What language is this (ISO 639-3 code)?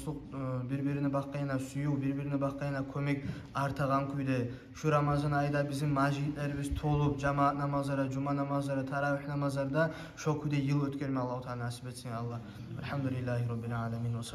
kum